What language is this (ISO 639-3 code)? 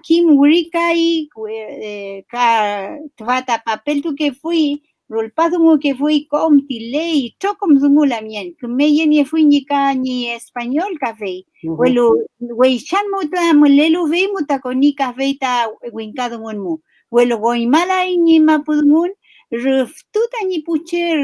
arn